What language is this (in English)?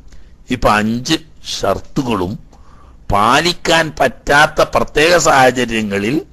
Malayalam